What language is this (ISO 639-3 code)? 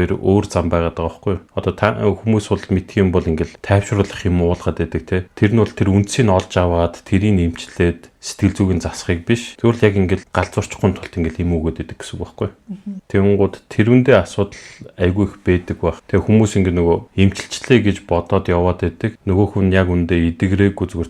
mon